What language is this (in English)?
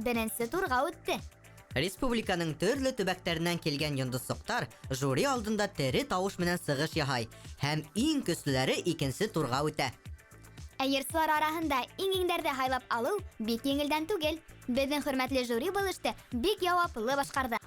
Bashkir